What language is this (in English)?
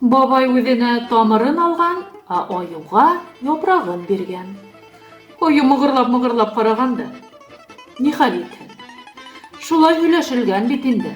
Bashkir